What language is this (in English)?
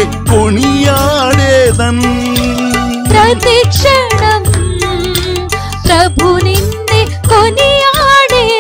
Telugu